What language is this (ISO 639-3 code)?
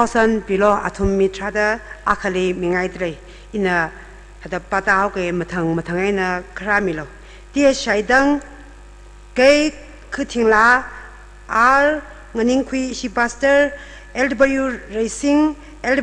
nmf